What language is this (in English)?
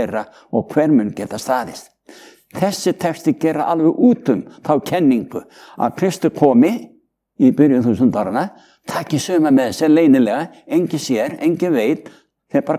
Icelandic